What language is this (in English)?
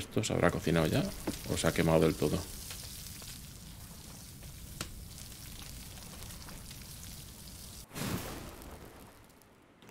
Spanish